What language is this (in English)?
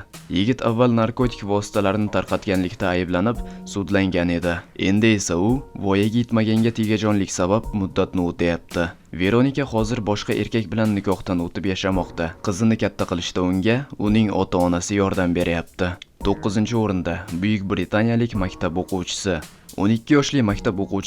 Uzbek